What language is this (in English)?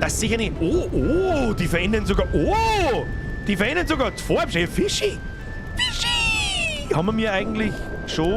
Bavarian